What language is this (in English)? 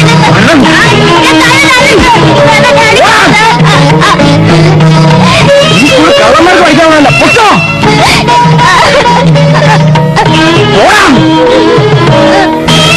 Malayalam